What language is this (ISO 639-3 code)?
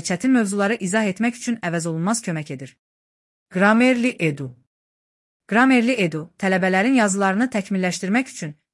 aze